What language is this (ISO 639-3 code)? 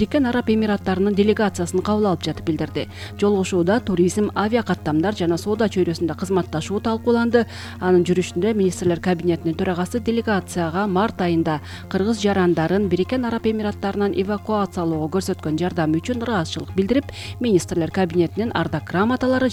kir